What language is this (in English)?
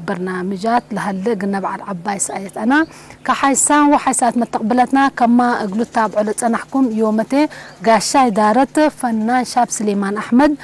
Tigre